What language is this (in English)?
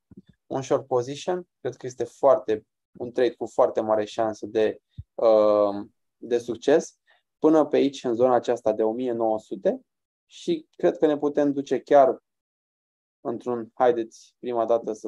Romanian